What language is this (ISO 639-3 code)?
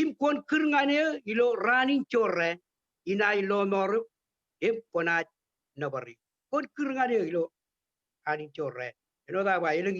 mah